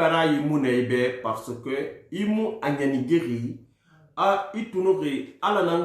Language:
Susu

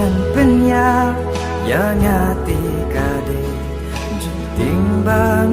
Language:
Khasi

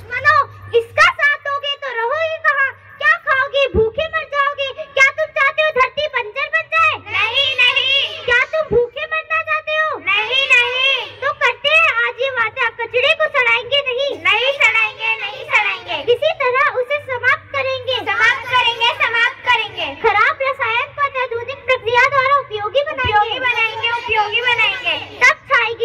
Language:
Hindi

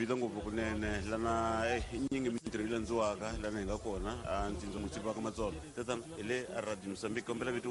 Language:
Tsonga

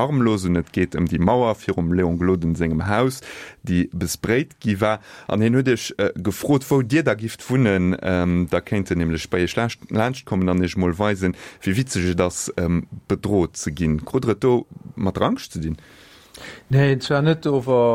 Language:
Luxembourgish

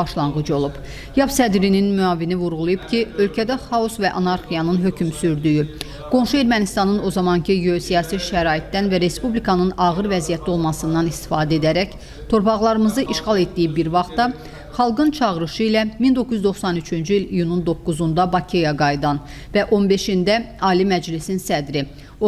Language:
Azerbaijani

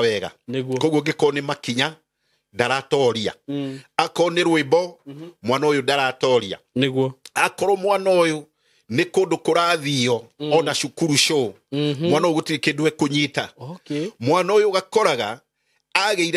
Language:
Kikuyu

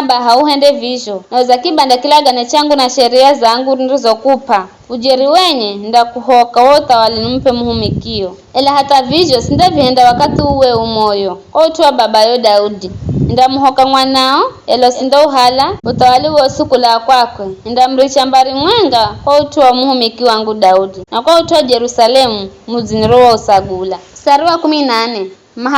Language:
Giryama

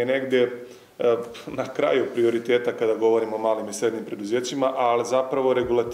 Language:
Serbian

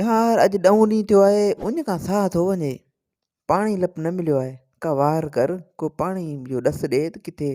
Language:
Sindhi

